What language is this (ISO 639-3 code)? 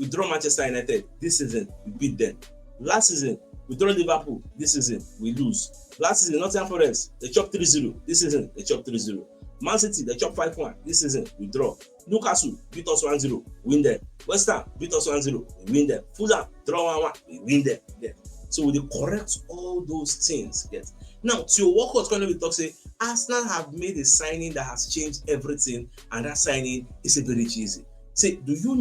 pcm